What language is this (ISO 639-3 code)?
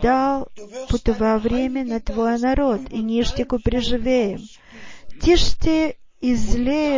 bul